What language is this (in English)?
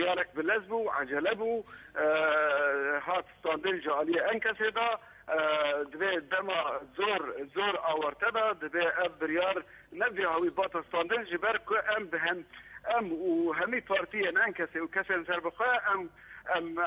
Kurdish